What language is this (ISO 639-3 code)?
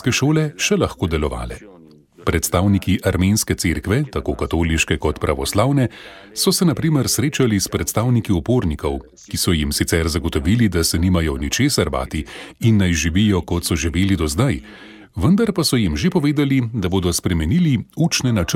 slv